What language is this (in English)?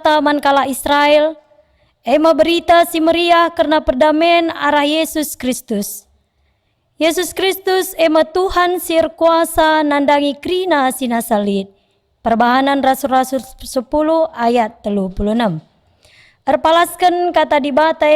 Batak Karo